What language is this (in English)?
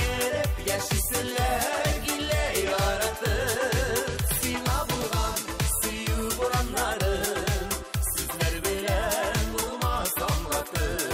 Tatar